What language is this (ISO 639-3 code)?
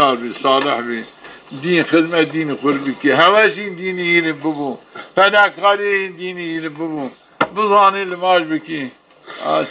zza